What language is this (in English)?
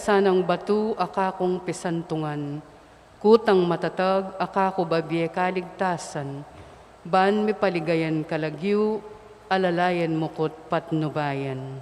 Pampanga